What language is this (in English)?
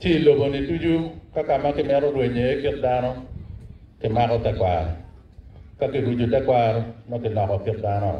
Acoli